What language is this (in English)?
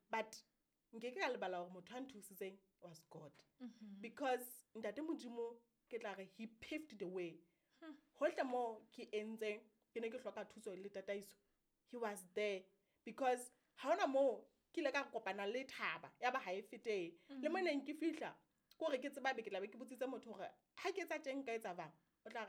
Southern Sotho